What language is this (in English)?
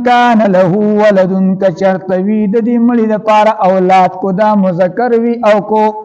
Pashto